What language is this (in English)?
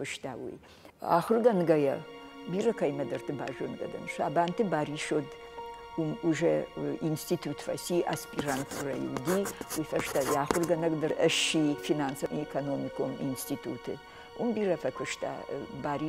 Ossetic